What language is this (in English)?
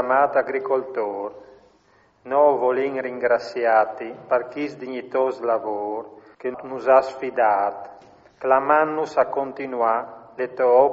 Friulian